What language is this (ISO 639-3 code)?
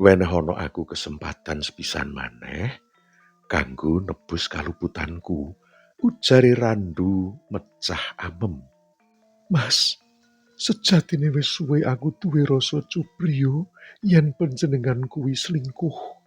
jav